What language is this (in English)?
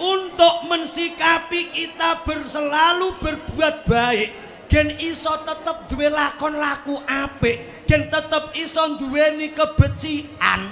Javanese